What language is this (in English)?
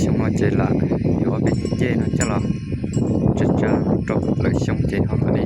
Hmong